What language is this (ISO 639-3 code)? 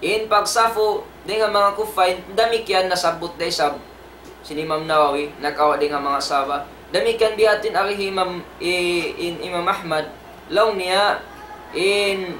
tsg